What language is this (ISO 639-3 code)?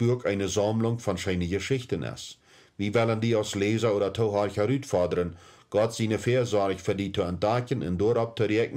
pdt